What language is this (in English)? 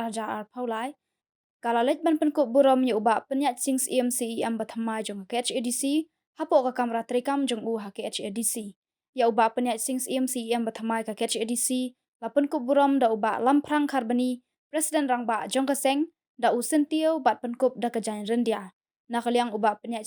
Khasi